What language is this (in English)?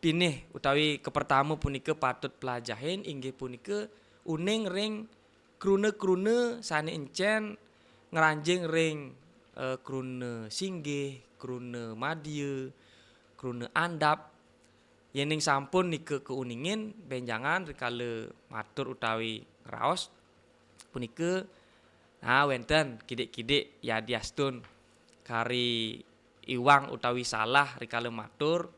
Balinese